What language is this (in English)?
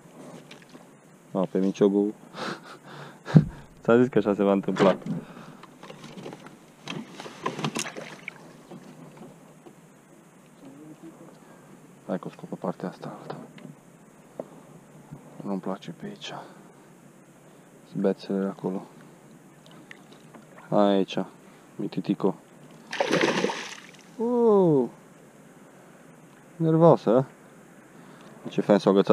Romanian